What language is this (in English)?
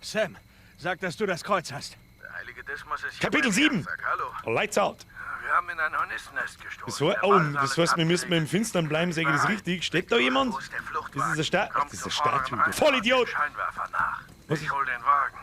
Bavarian